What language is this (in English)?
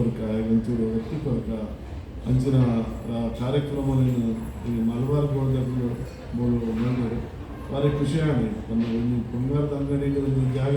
Tulu